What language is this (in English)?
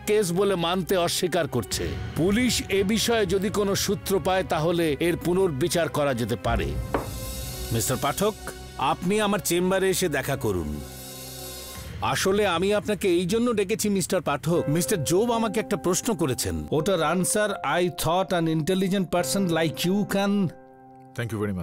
Bangla